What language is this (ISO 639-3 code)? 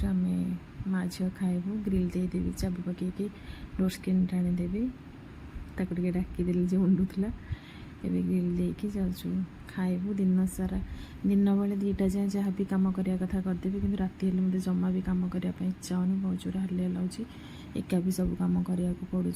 ori